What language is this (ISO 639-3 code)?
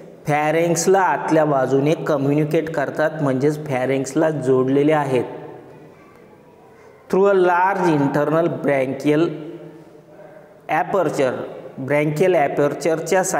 mar